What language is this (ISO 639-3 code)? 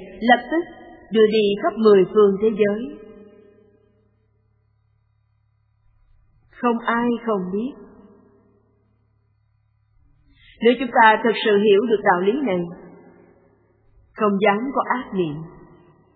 vie